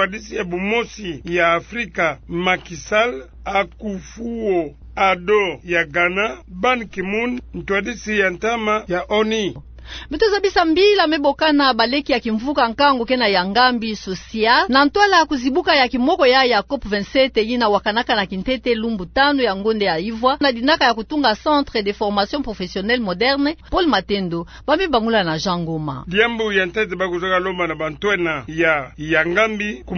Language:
Kituba (Democratic Republic of Congo)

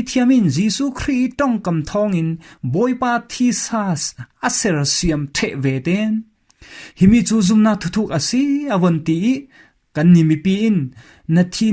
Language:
Falam Chin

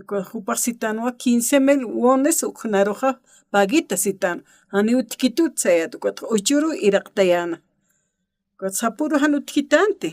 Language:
Aymara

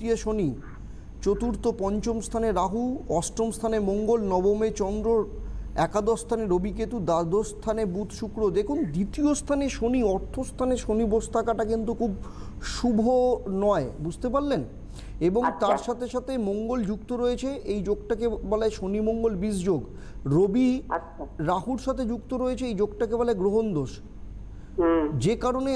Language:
Bangla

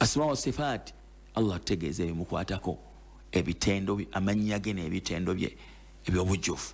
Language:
Ganda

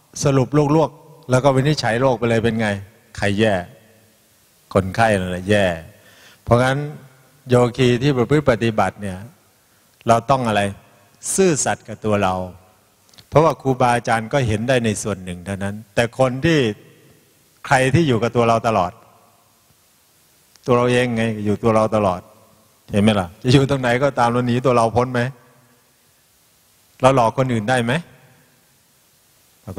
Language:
Thai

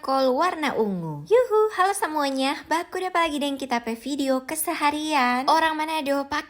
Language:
Manado Malay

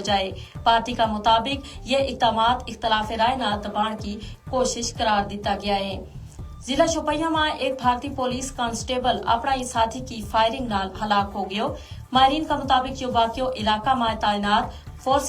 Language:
Gujari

